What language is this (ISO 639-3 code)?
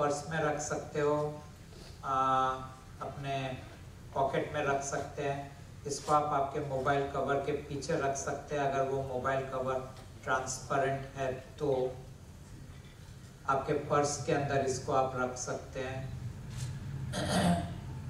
hin